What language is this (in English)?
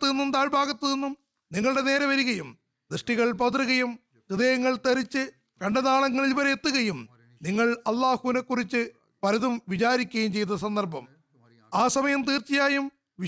Malayalam